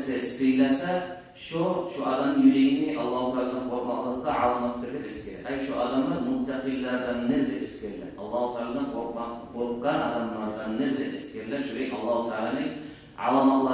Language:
Kumyk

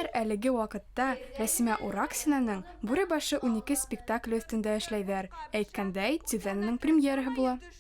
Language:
Bashkir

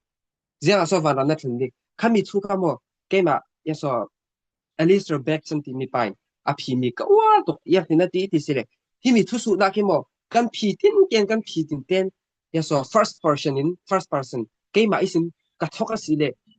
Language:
Falam Chin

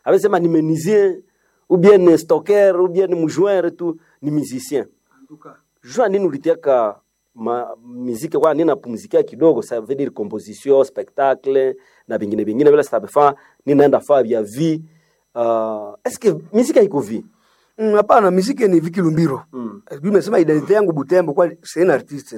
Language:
Swahili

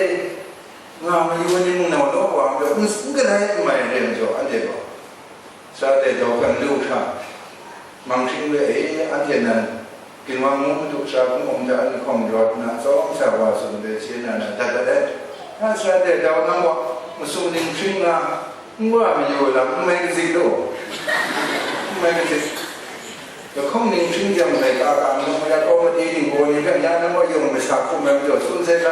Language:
Kachin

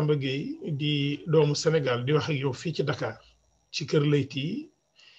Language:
Wolof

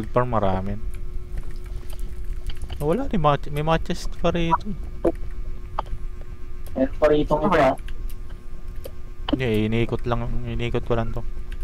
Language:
Filipino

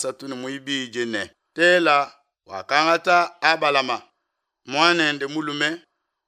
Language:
Luba-Lulua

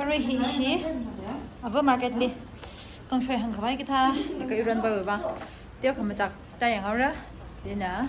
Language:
Tangkhul Naga (India)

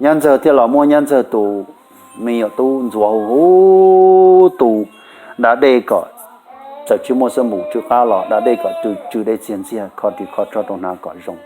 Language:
Hmong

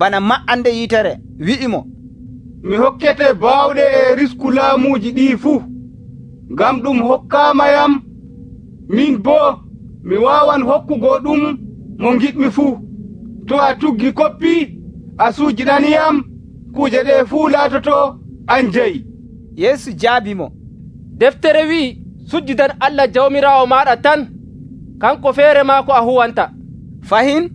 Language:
Nigerian Fulfulde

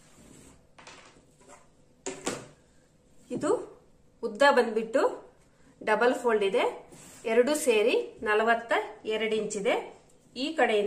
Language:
Kannada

